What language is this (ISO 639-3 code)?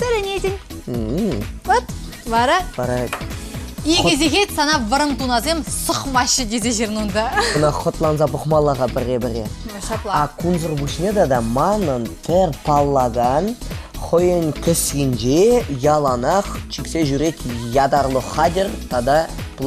chv